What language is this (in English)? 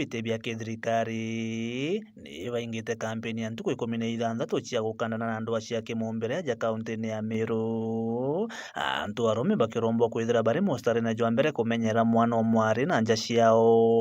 Meru